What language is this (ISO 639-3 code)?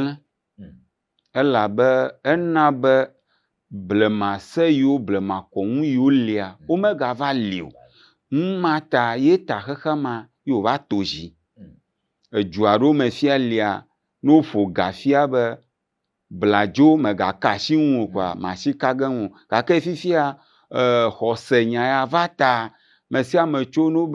ewe